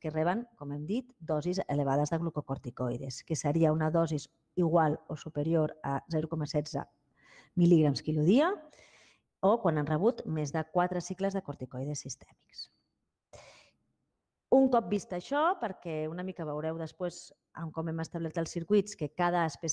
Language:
Catalan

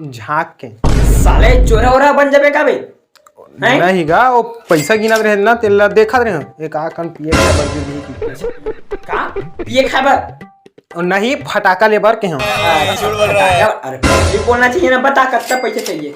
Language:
Chhattisgarhi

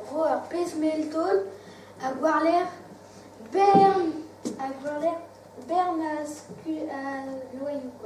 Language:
Breton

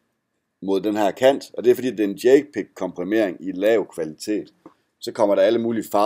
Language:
Danish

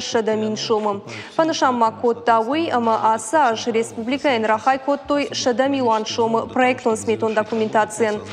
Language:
Ossetic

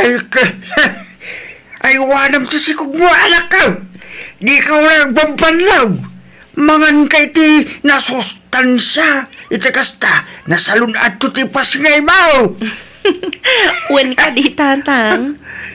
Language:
Iloko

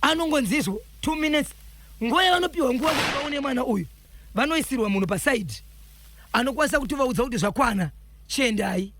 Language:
Shona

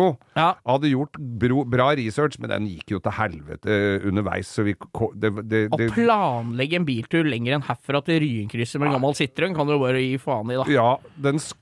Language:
Norwegian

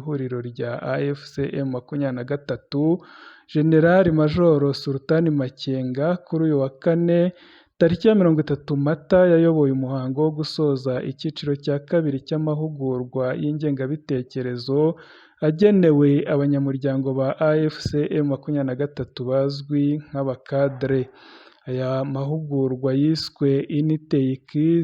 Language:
Kinyarwanda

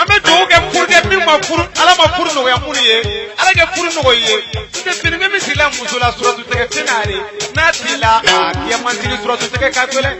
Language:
Bambara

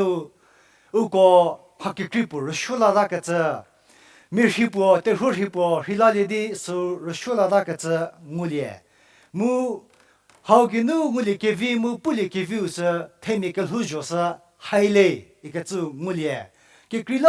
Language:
Angami Naga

